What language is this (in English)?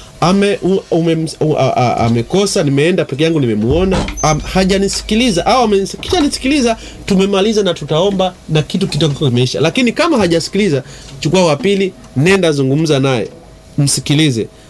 Swahili